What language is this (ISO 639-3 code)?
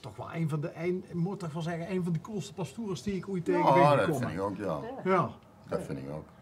lim